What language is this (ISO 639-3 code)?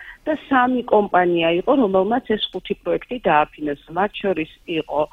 kat